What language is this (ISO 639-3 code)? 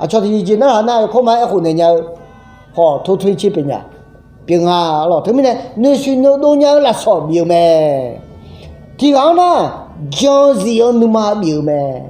ahk